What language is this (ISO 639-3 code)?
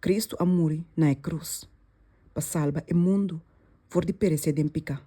pap